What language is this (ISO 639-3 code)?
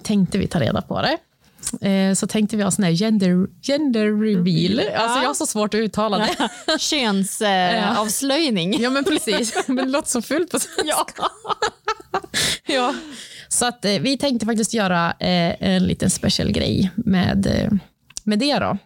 swe